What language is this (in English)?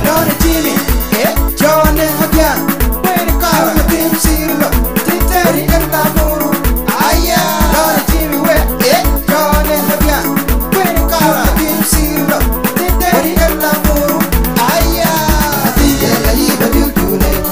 Lango (Uganda)